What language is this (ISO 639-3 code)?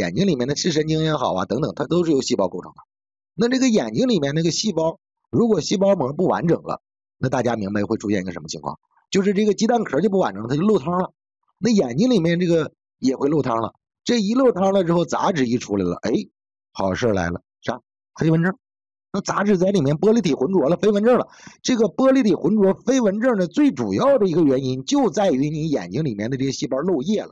zho